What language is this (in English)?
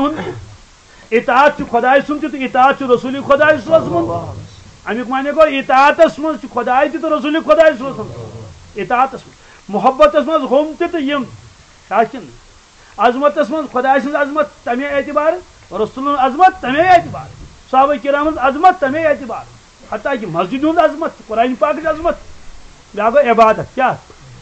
Kashmiri